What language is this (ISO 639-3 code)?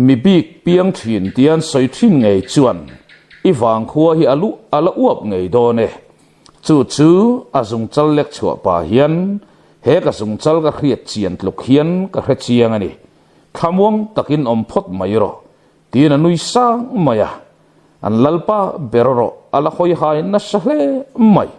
lus